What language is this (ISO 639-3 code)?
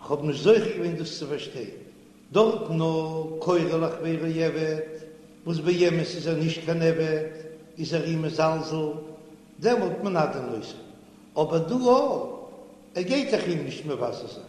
yid